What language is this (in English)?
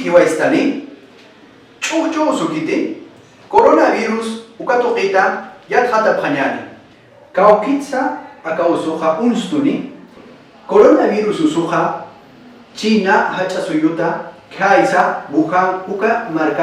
Aymara